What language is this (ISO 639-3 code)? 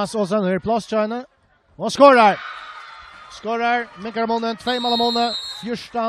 fao